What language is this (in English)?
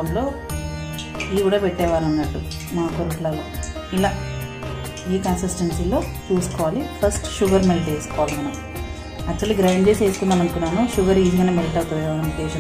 Telugu